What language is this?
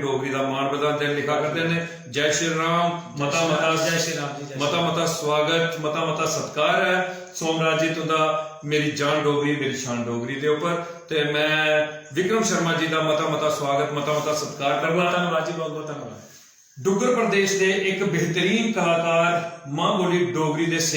Dogri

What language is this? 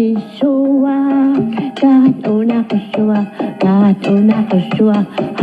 Kalaallisut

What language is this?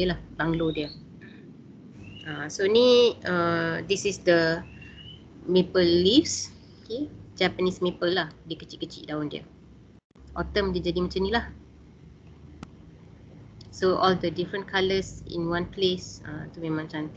Malay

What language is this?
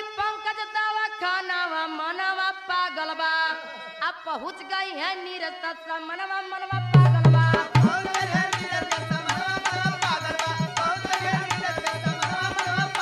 Bhojpuri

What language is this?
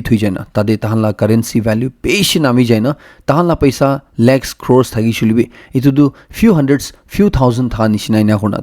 Naga Pidgin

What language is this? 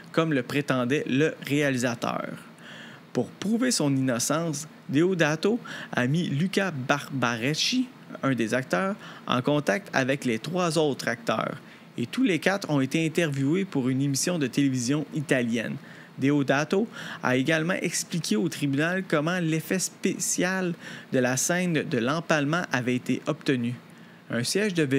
French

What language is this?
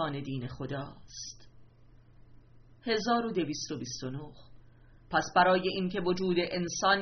Persian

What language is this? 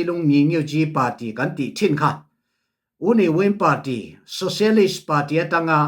Falam Chin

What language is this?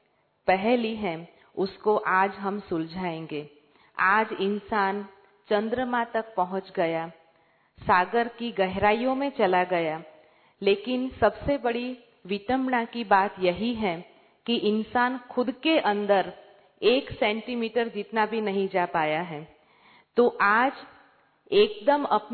Hindi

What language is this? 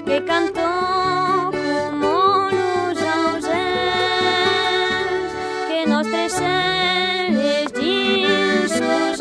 Occitan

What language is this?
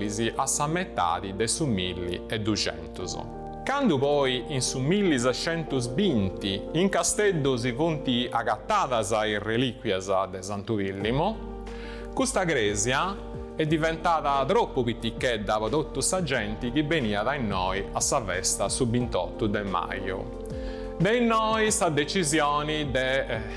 Sardinian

